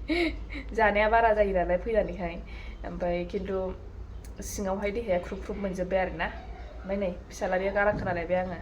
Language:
Bodo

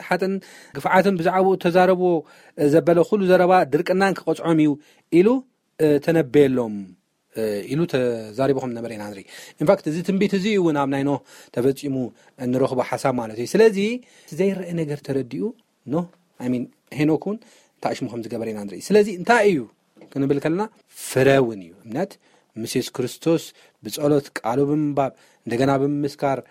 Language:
Tigrinya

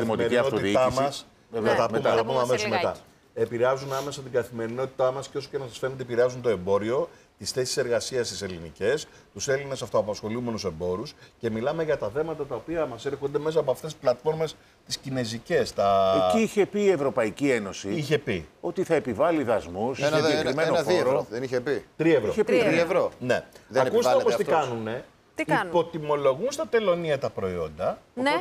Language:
Greek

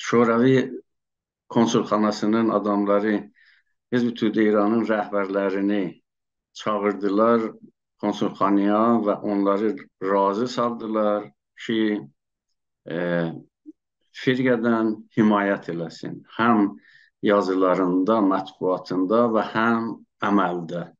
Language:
South Azerbaijani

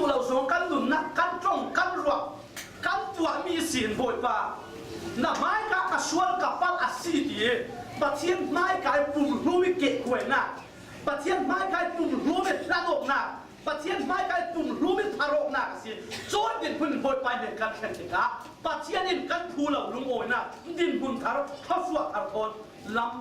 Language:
Falam Chin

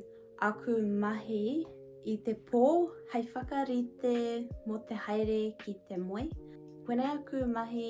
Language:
Māori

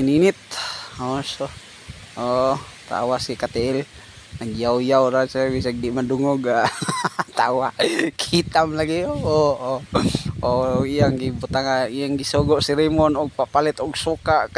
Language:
Cebuano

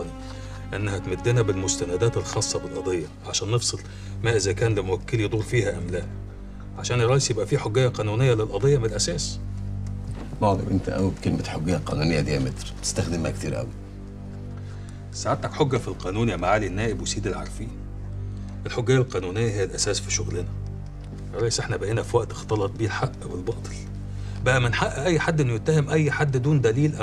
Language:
Egyptian Arabic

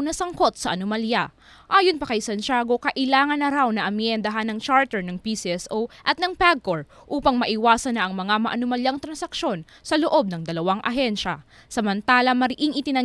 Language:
Filipino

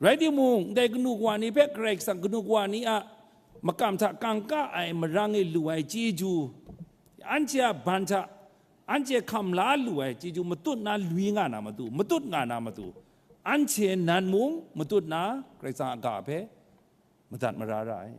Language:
Kachin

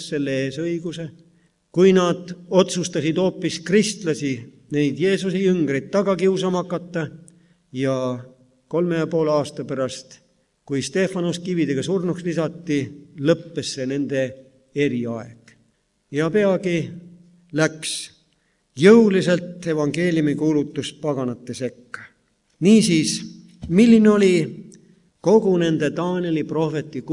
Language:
Estonian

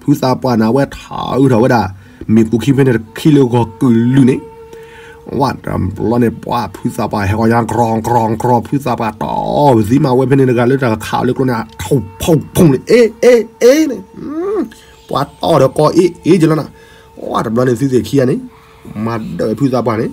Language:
S'gaw Karen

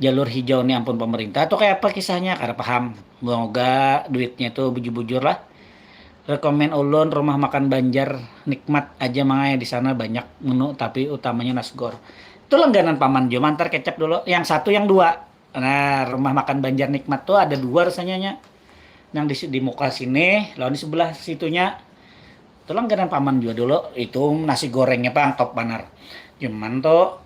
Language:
Banjar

